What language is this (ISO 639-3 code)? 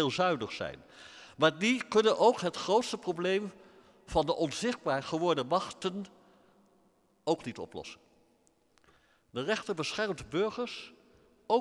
nld